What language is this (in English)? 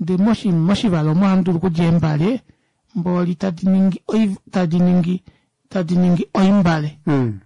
Kuanyama